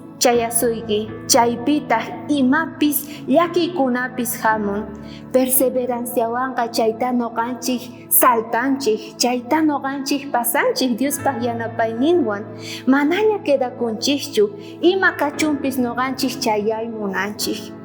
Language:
South Bolivian Quechua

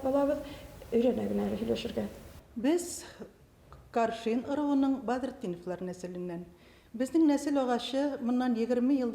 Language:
Bashkir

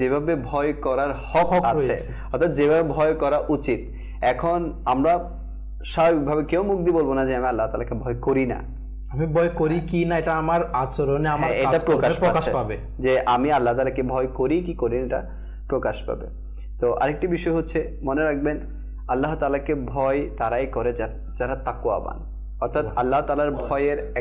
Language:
Bangla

